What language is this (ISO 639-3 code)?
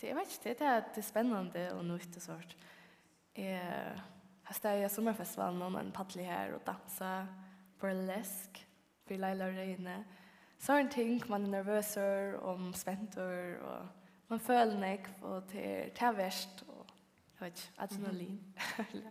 fao